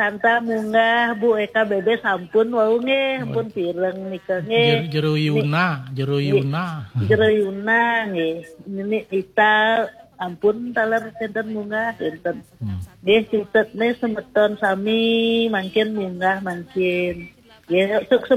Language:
Balinese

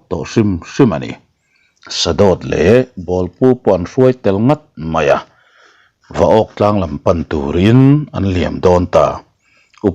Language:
Mizo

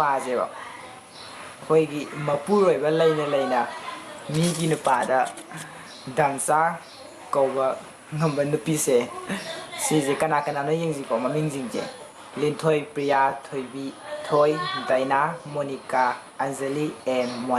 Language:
Manipuri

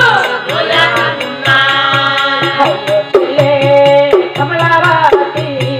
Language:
Telugu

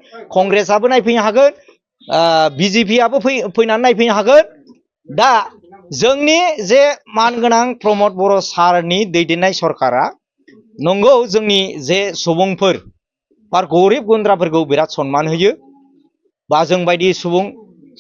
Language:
Bodo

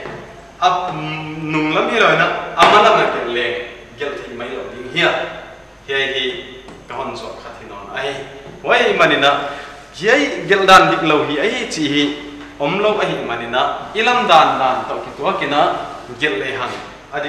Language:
Paite Chin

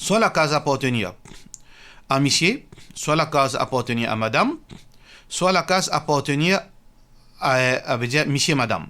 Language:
Morisyen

